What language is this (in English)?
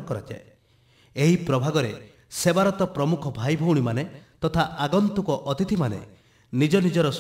Odia